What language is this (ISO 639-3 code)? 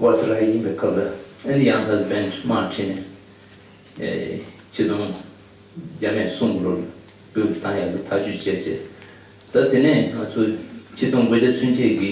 bod